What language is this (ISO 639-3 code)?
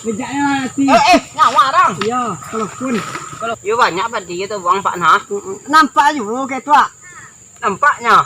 min